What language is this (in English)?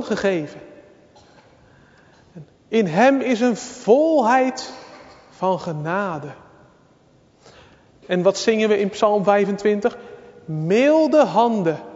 Dutch